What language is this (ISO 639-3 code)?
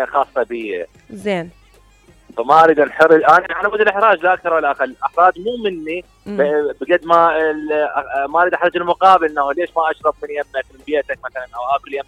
acm